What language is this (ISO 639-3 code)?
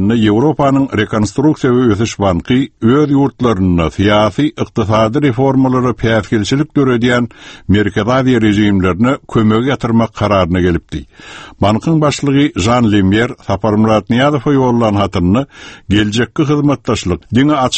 tuk